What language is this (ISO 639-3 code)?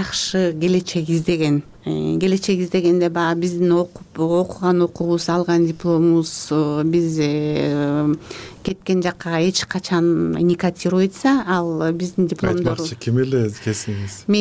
kir